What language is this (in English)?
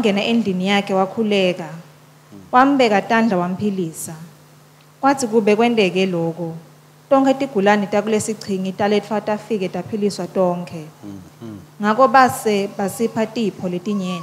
Swati